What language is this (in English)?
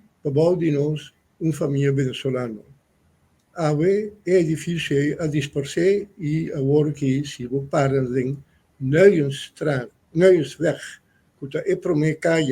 Papiamento